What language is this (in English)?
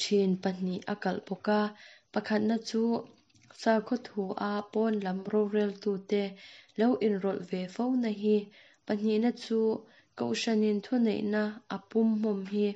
Mizo